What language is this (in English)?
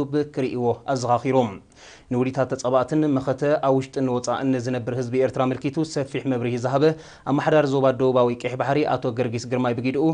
Tigrinya